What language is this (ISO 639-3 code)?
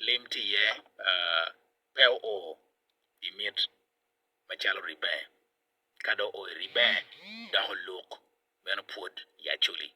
ach